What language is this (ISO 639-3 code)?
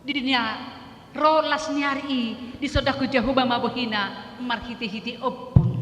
bbc